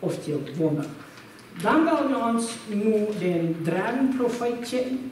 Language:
Plautdietsch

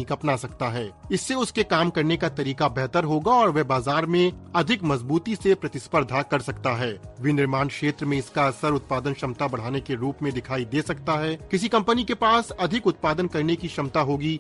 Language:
Hindi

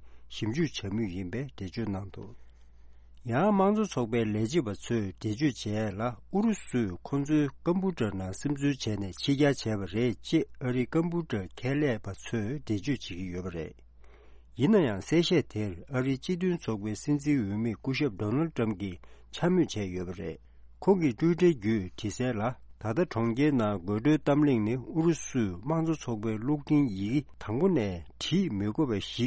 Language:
Tibetan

